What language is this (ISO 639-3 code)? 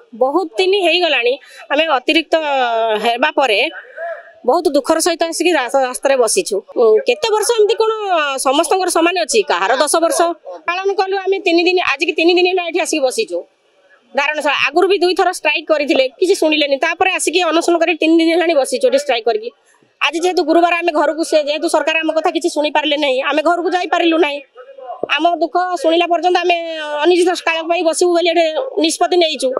ori